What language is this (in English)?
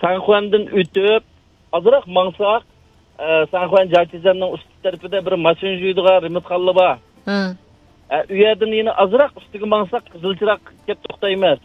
Uyghur